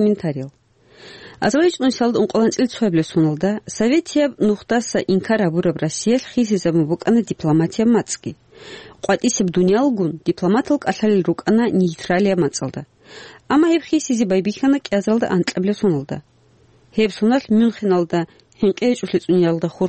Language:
Avaric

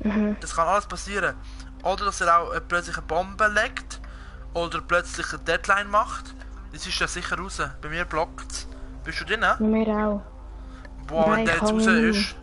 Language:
Swiss German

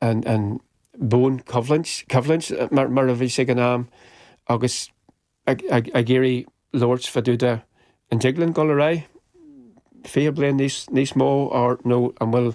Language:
Irish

